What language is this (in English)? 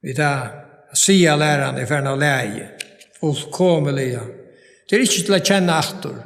Faroese